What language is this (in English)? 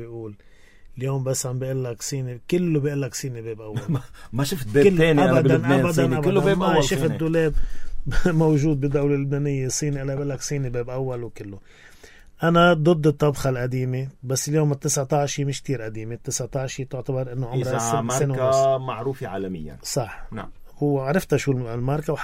North Levantine Arabic